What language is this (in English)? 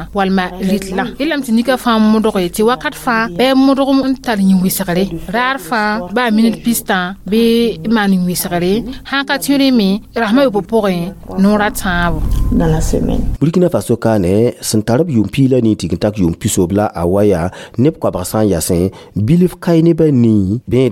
Mossi